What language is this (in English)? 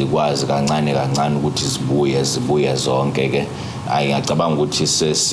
Zulu